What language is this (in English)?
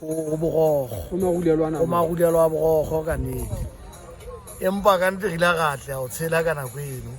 Southern Sotho